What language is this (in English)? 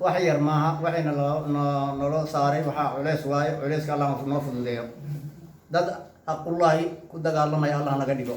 Somali